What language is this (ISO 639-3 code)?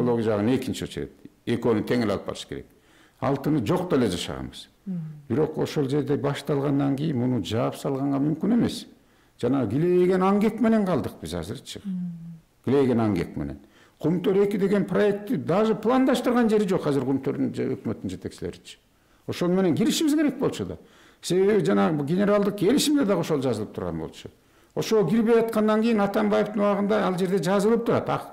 kir